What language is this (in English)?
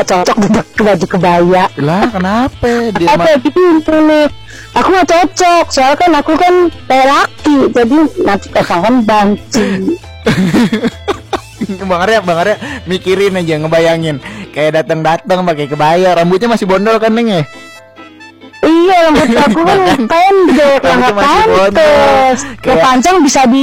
Indonesian